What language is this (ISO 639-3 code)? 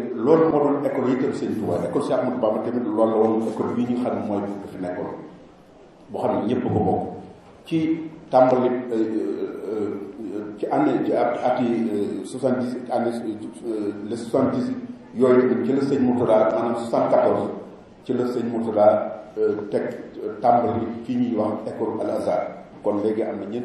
wol